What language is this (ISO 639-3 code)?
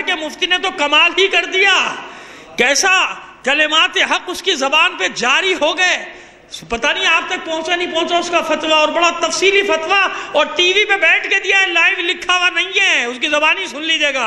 urd